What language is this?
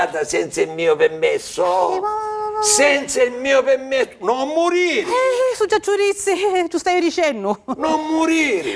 Sicilian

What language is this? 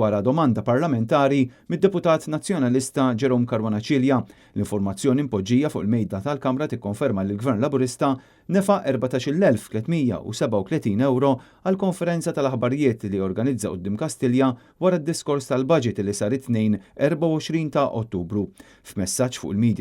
Maltese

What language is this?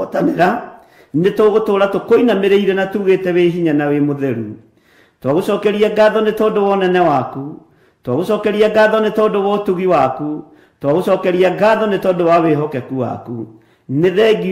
Kikuyu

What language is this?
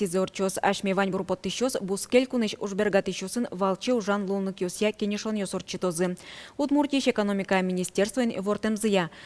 Udmurt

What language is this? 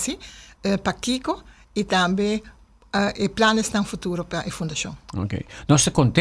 Papiamento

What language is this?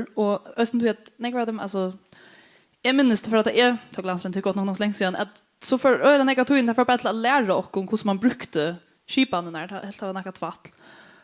Faroese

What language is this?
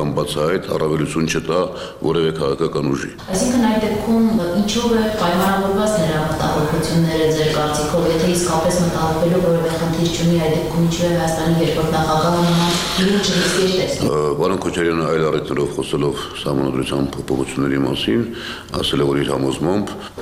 Armenian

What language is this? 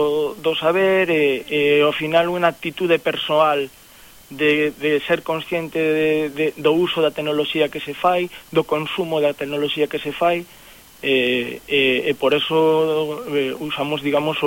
Galician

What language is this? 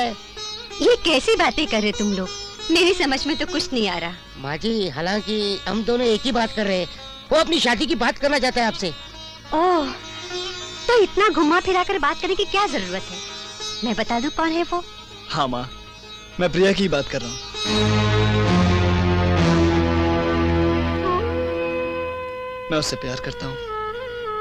Hindi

